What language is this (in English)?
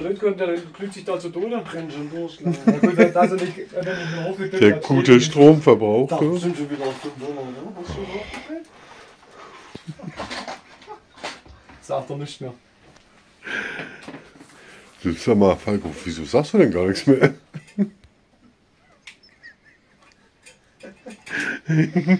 German